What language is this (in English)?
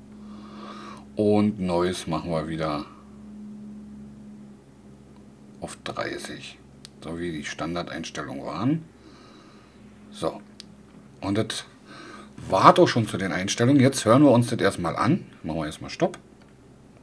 German